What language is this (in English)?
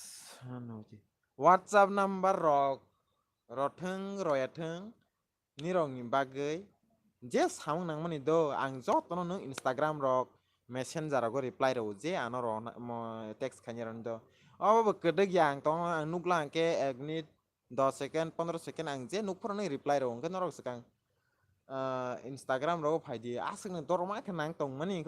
Kok Borok